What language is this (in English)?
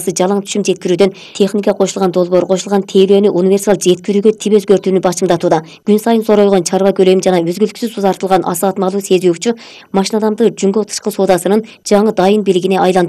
Kyrgyz